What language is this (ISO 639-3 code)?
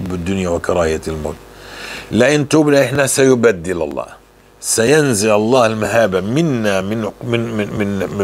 apc